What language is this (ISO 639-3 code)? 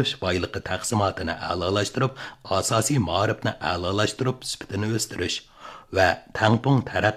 uig